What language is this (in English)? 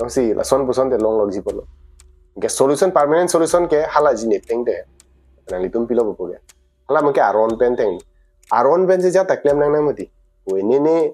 Karbi